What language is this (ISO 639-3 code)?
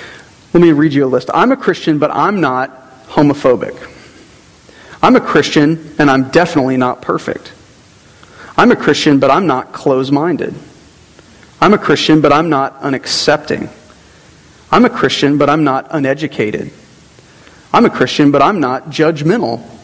eng